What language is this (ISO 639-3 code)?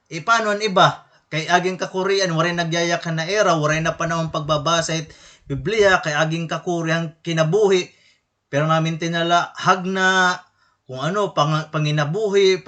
war